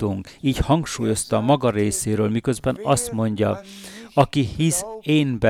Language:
Hungarian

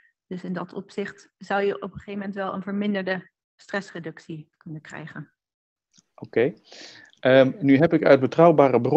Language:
Dutch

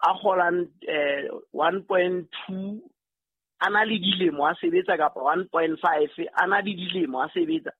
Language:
Southern Sotho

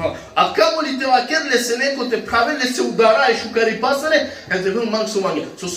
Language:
Balkan Romani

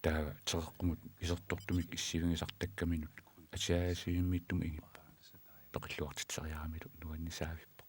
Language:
Kalaallisut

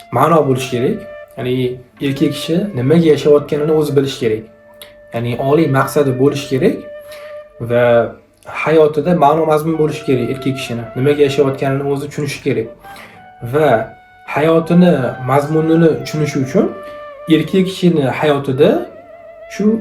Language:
Uzbek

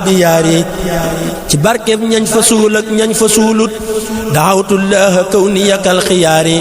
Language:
Wolof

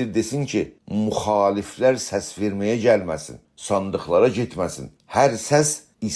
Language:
South Azerbaijani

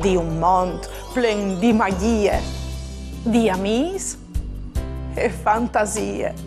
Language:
Friulian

